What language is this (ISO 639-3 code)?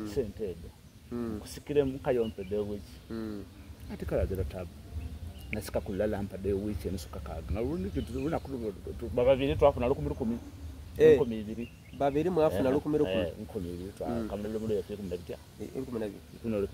xog